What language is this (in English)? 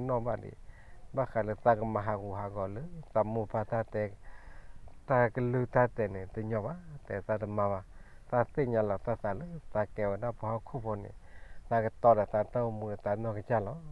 S'gaw Karen